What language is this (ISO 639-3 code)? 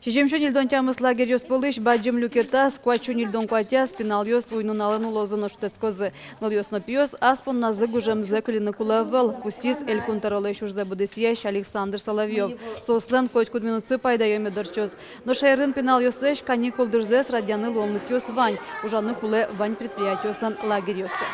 udm